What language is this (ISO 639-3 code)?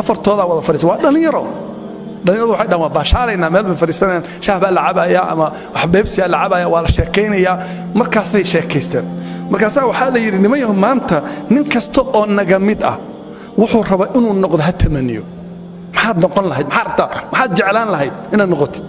som